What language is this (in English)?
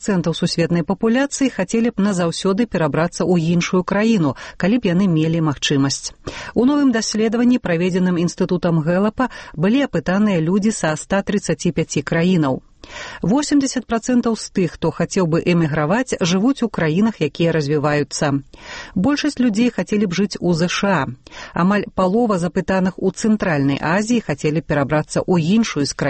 Belarusian